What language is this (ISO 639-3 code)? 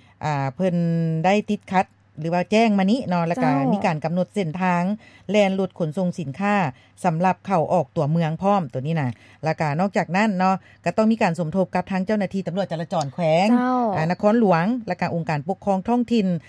lao